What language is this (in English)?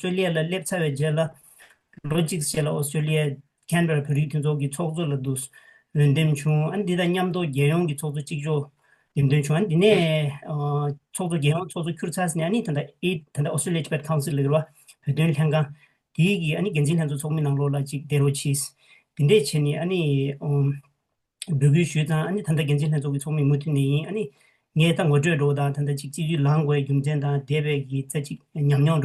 Tibetan